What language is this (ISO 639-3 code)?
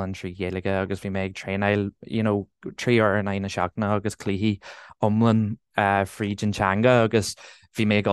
gle